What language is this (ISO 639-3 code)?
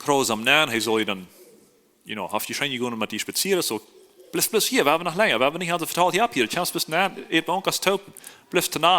pdt